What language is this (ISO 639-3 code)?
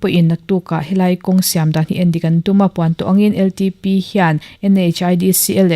lus